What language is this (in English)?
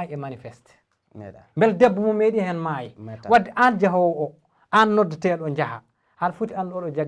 Fula